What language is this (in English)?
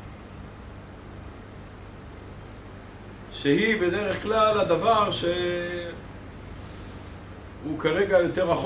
Hebrew